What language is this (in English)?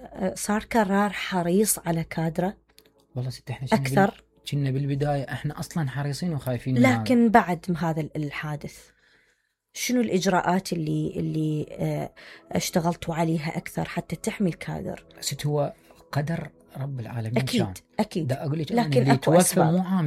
Mesopotamian Arabic